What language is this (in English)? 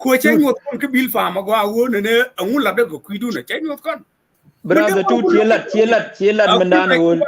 Nuer